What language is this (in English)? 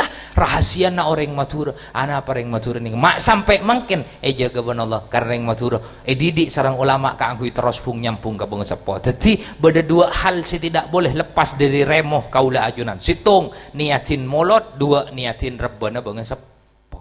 Madurese